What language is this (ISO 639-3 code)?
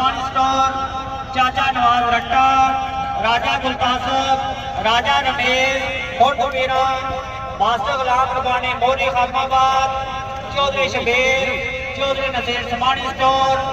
phr